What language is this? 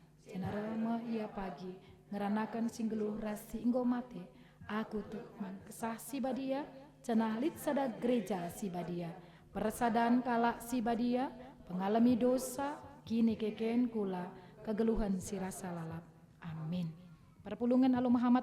Batak Karo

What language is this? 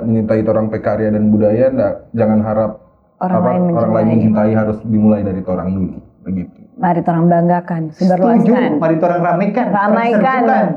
Manado Malay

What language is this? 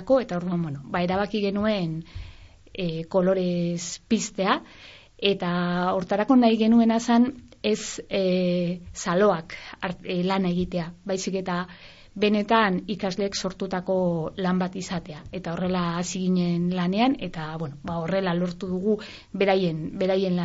Basque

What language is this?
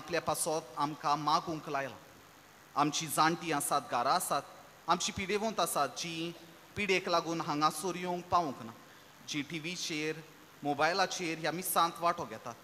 Konkani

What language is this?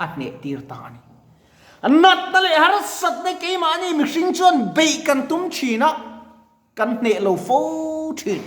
Mizo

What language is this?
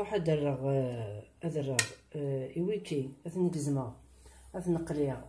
Kabyle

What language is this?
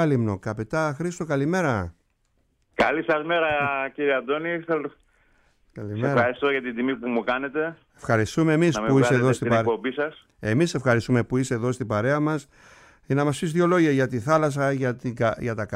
Greek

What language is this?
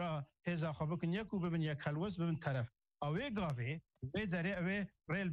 Kurdish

